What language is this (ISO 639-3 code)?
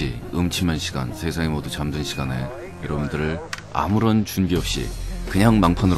kor